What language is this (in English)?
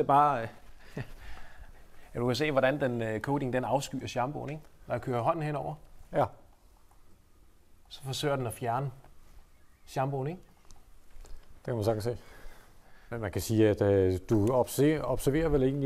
Danish